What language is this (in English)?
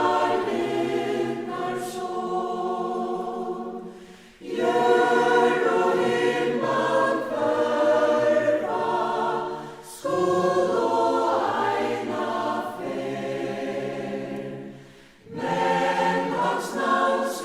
Faroese